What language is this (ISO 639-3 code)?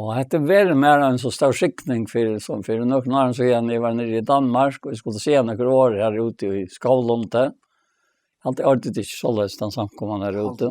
fao